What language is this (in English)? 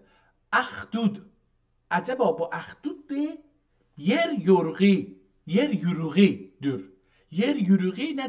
South Azerbaijani